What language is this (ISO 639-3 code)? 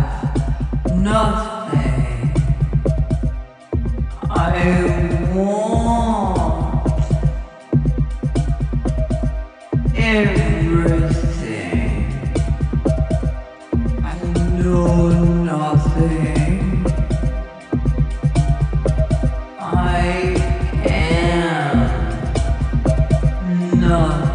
eng